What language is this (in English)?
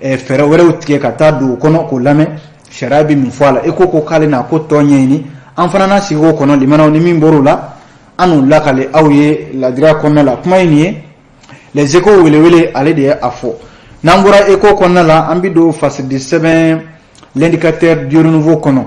Bambara